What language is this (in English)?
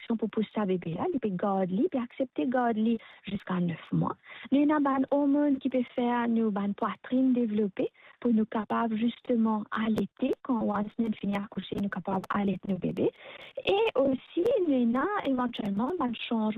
Morisyen